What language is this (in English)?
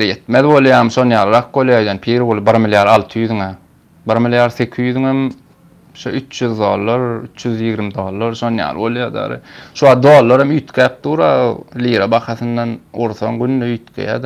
Turkmen